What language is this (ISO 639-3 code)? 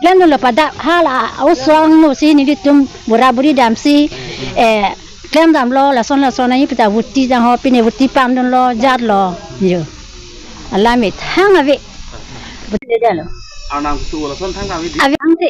mjw